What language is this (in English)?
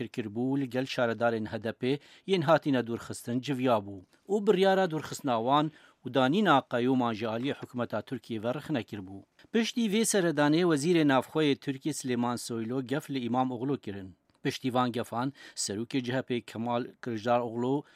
Kurdish